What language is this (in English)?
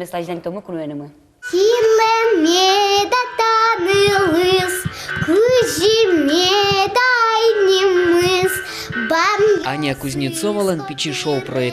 Udmurt